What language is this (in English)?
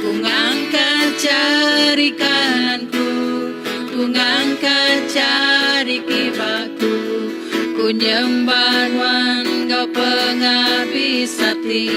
Iban